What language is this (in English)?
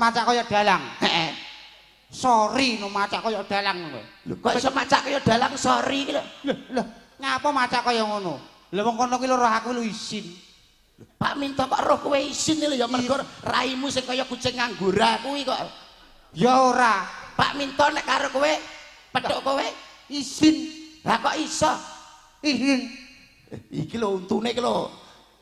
Javanese